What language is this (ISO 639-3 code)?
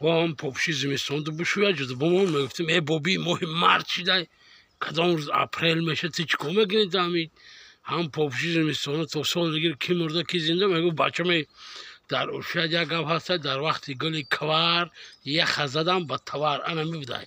tgk